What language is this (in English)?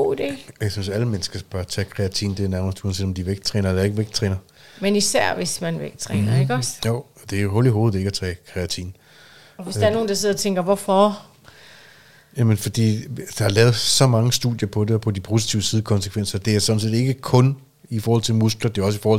Danish